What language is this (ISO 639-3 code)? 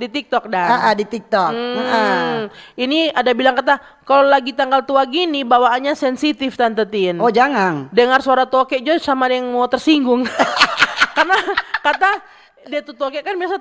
xmm